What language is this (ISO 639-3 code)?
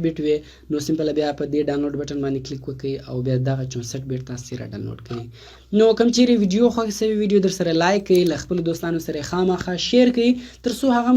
pus